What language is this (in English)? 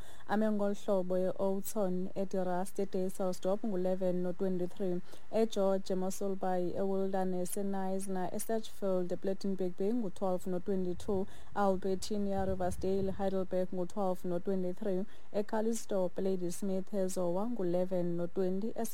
Xhosa